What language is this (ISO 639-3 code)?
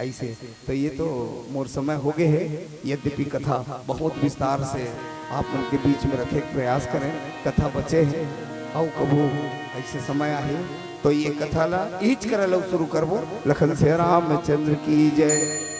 hne